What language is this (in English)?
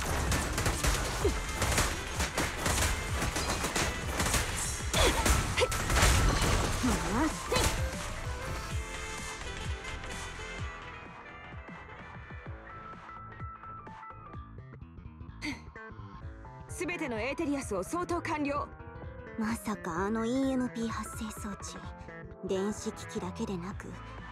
Japanese